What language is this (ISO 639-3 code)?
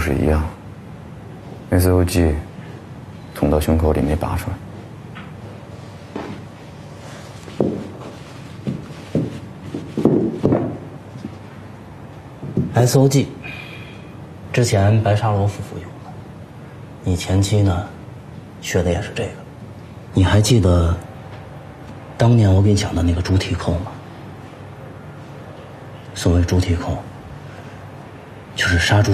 zho